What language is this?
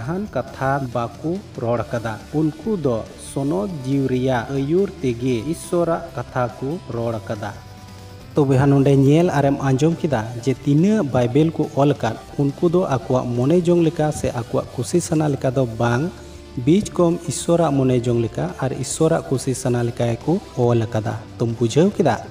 Santali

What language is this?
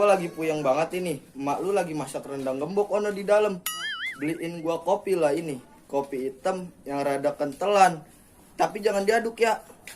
Betawi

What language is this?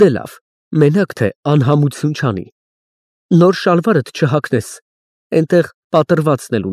Armenian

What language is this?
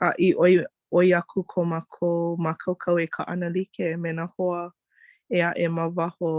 Hawaiian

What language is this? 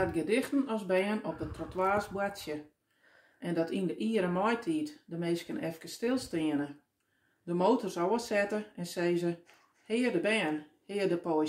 Western Frisian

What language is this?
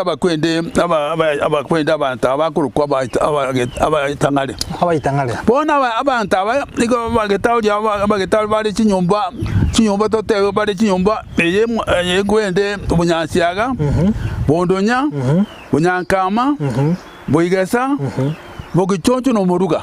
Gusii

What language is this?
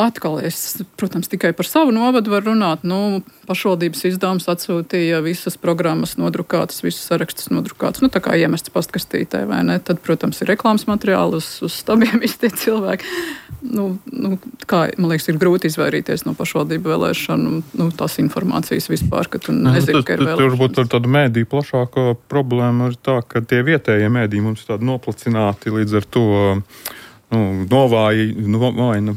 Latvian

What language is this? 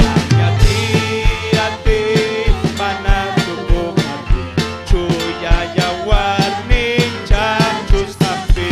Ayacucho Quechua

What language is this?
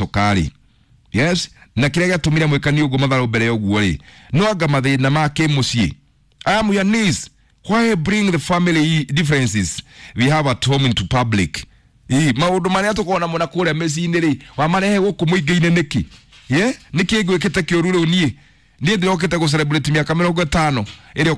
Kikuyu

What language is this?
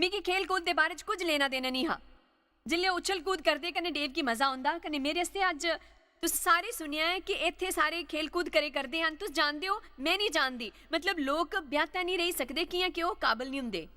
Dogri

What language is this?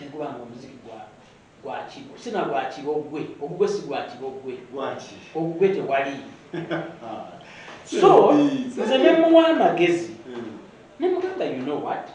Ganda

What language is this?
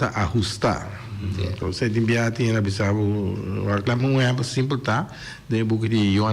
Papiamento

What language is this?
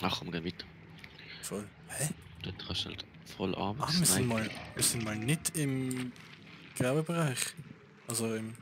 Swiss German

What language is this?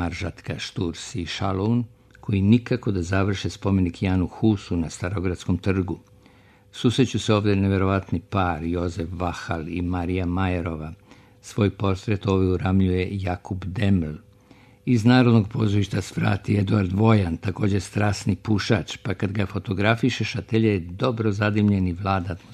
Serbian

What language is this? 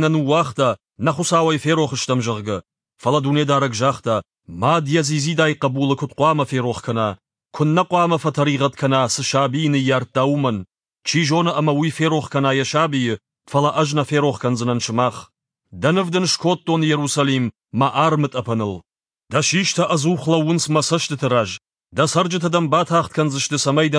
Ossetic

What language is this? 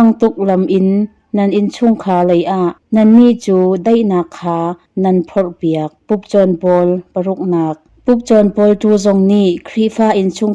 Hakha Chin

